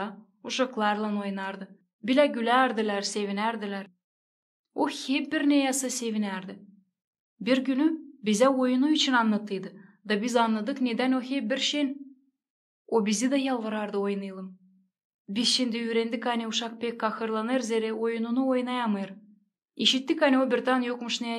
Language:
Gagauz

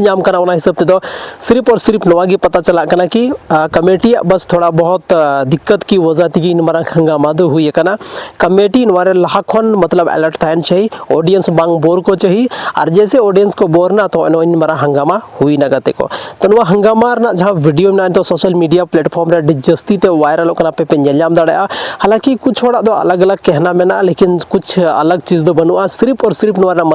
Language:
Santali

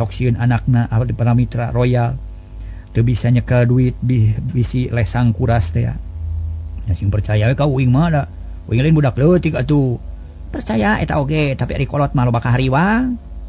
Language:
Sundanese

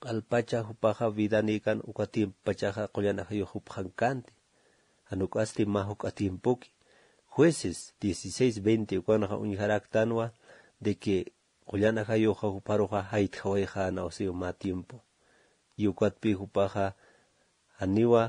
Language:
Aymara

